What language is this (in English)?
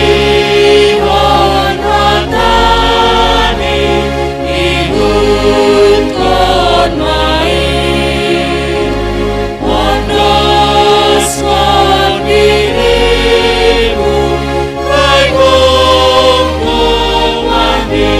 Batak Simalungun